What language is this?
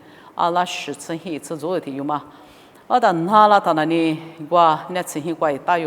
Lisu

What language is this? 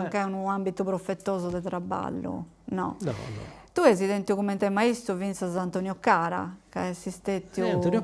Sardinian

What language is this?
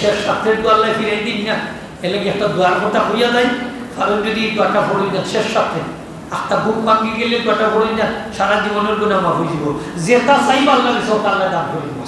Sylheti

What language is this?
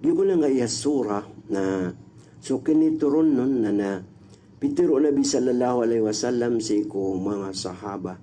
Maranao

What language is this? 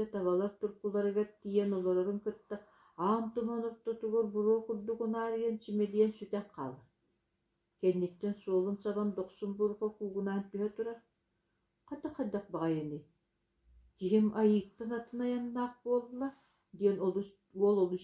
Yakut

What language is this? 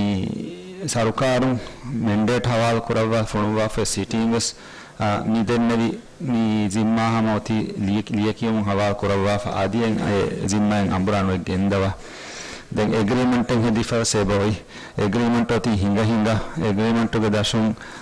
Divehi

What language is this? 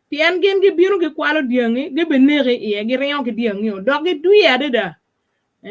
Acoli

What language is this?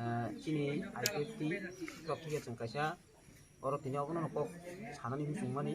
Riang (India)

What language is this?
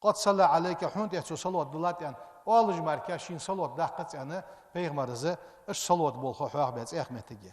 Ingush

